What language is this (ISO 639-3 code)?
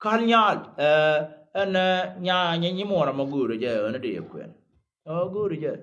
nus